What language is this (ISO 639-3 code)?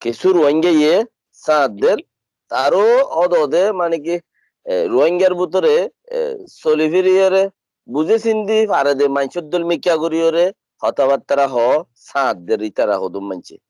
rhg